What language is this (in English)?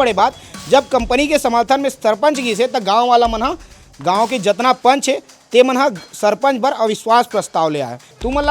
Chhattisgarhi